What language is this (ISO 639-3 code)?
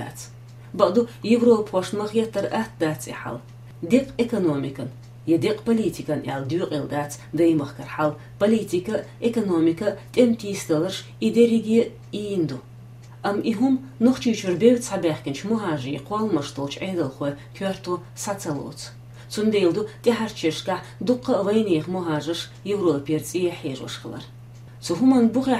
che